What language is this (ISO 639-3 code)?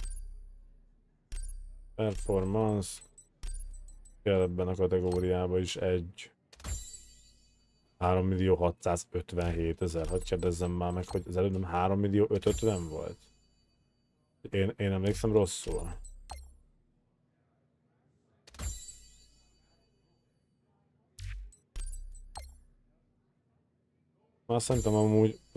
hun